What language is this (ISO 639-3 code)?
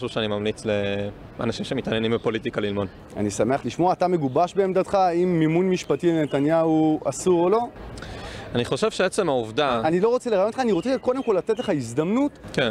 heb